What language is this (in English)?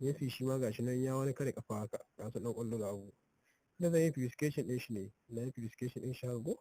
Hausa